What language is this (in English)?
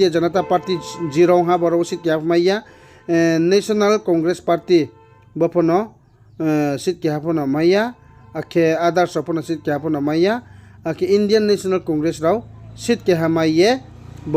Riang (India)